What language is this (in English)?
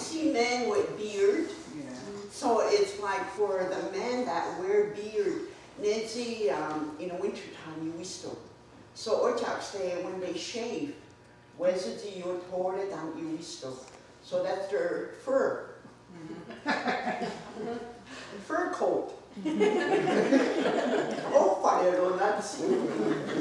Mohawk